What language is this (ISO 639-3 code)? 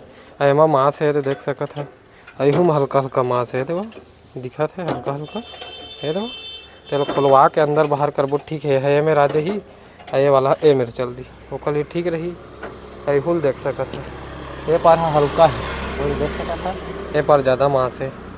hne